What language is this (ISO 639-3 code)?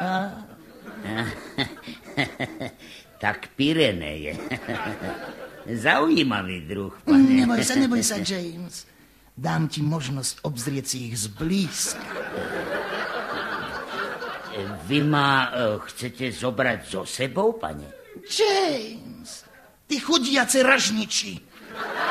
slk